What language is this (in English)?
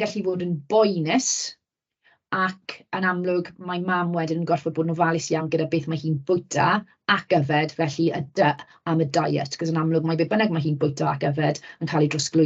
Welsh